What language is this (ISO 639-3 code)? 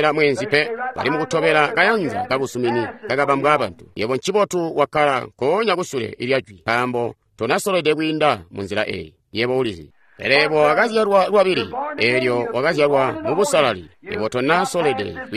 toi